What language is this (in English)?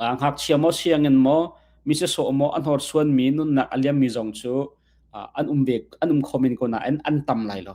Hakha Chin